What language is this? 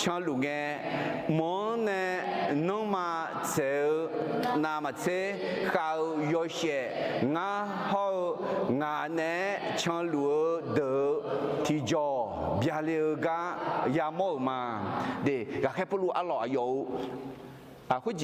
Akha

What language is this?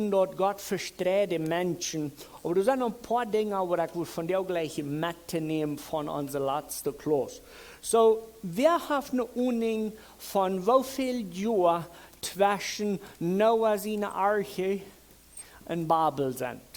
Plautdietsch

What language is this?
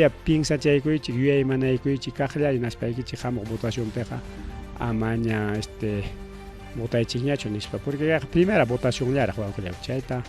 Ayacucho Quechua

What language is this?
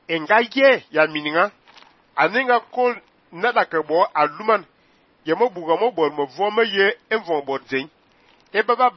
Fang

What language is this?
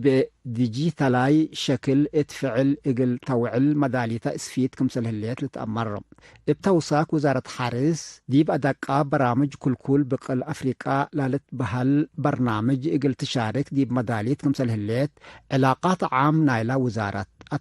Tigre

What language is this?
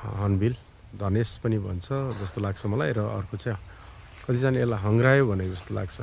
Nepali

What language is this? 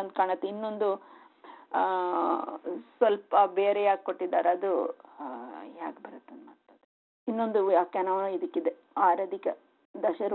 Kannada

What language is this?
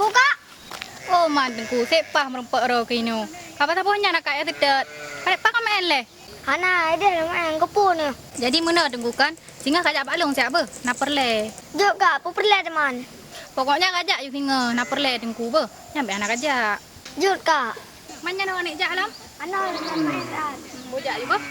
Achinese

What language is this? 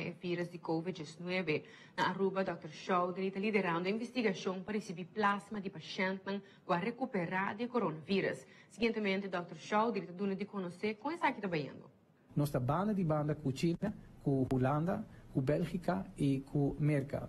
Papiamento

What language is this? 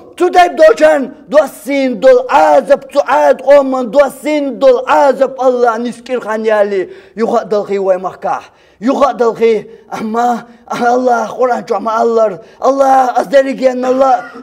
Chechen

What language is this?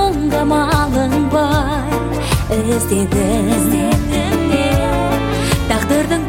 Kazakh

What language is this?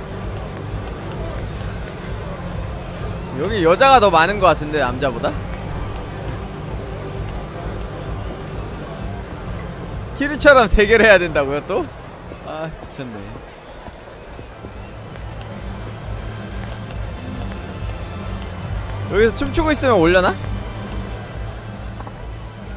Korean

